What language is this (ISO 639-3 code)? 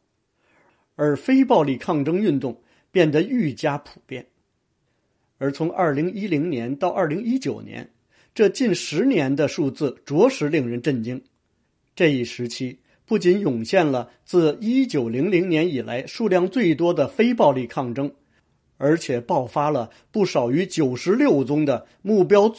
zho